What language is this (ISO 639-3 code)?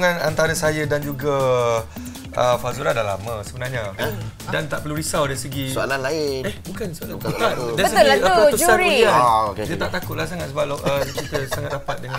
msa